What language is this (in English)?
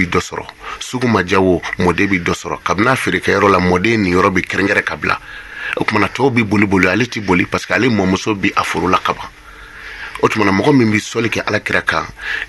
Bambara